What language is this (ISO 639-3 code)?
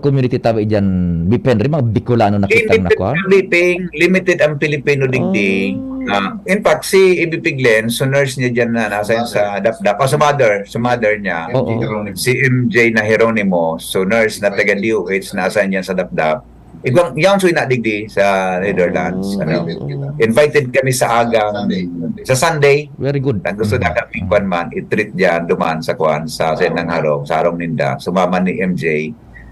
bik